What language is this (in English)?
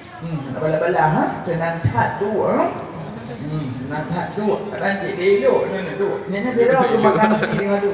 Achinese